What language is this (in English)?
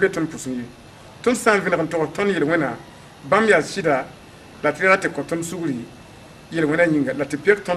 Mossi